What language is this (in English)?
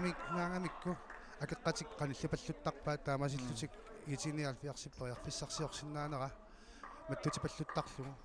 Kalaallisut